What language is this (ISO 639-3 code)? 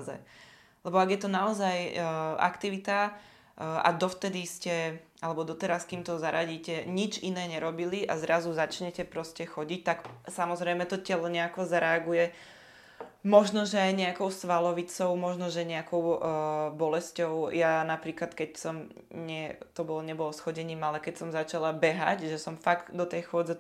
slk